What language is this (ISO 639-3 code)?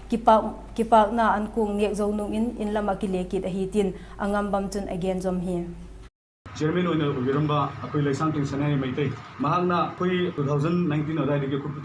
vap